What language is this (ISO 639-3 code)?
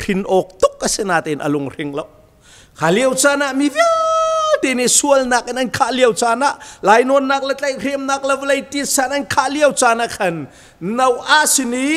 cnh